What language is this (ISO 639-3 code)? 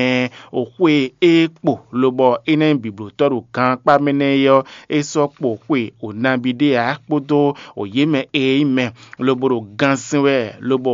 fon